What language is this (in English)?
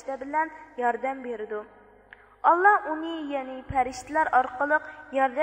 Uyghur